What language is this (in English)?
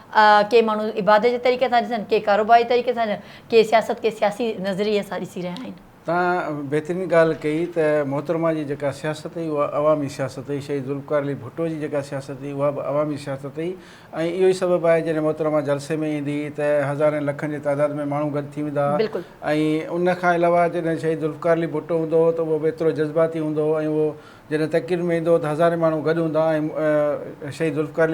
Sindhi